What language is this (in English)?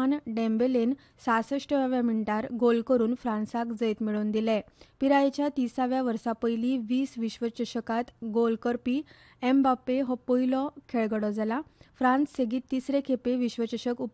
Konkani